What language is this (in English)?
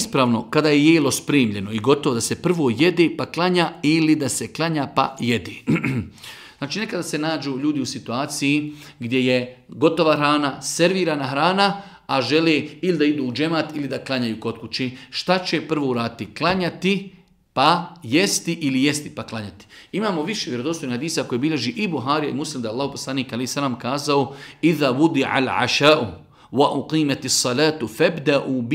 Bosnian